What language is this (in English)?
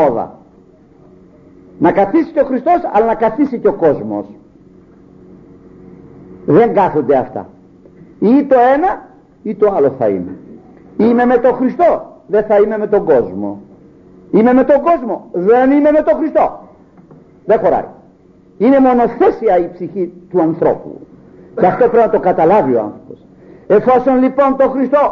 Greek